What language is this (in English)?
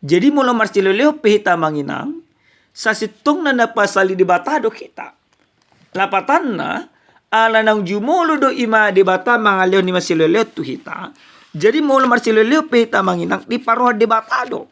Batak Toba